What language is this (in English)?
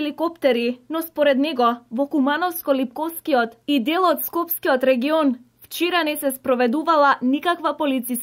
Macedonian